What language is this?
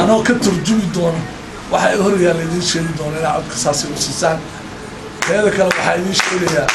Somali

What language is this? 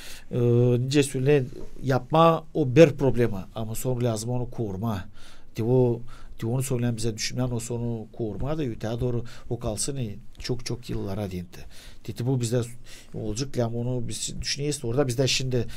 Gagauz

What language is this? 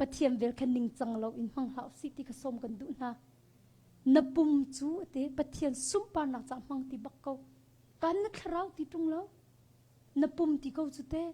Hakha Chin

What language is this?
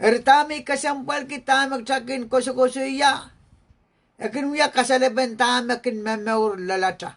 Pohnpeian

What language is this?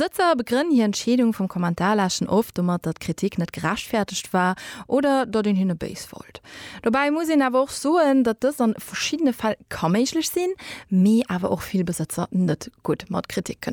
Luxembourgish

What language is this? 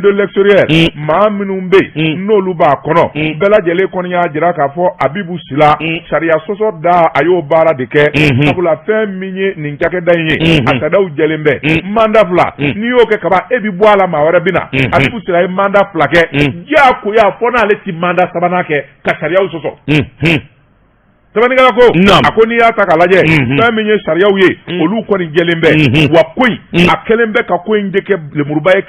Bambara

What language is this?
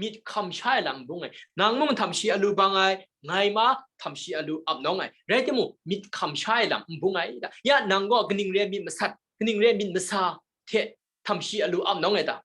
Kachin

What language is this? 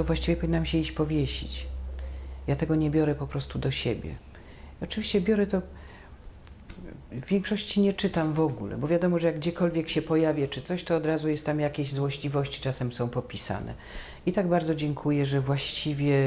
Polish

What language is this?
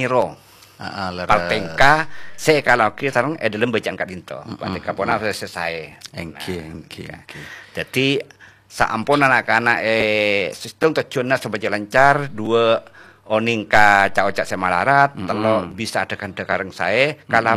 Madurese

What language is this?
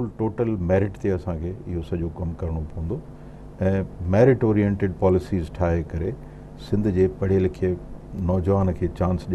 Sindhi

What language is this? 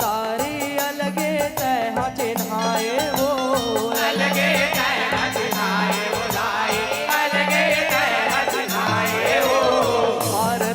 Chhattisgarhi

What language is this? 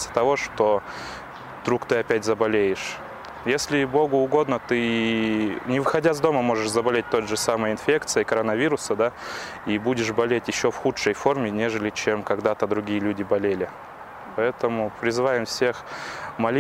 Russian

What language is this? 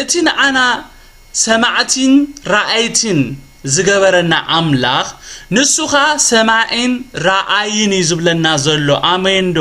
Tigrinya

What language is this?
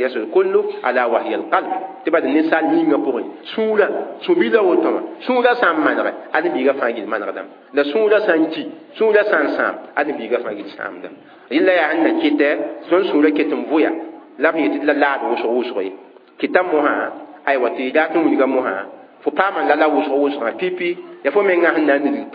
Mossi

